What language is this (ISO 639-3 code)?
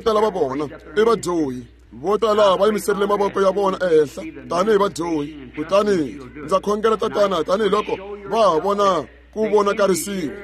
tso